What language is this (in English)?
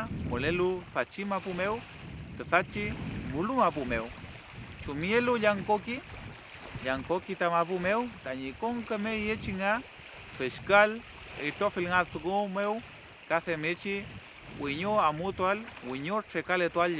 Mapuche